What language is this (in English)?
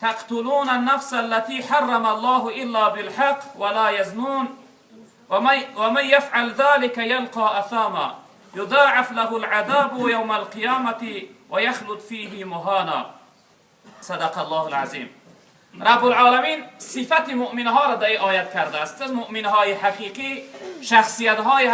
Tajik